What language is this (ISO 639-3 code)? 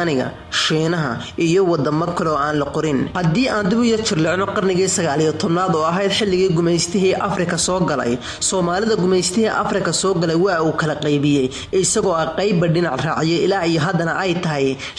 som